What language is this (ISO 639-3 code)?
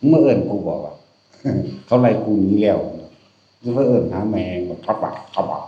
tts